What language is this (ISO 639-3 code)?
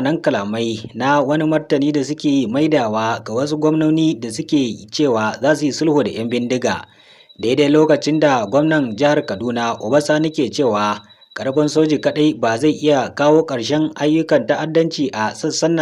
hau